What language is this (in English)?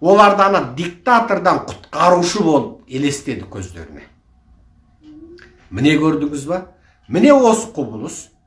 Kazakh